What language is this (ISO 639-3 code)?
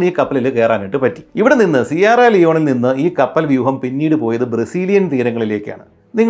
mal